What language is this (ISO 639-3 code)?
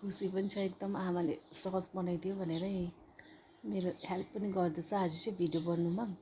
nep